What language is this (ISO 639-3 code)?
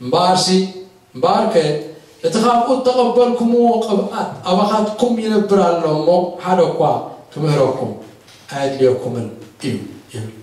tir